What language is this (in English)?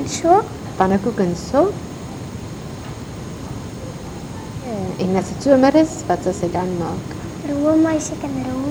Afrikaans